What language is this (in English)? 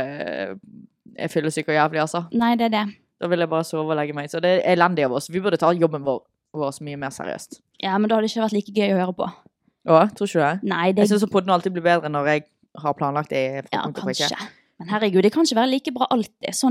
Norwegian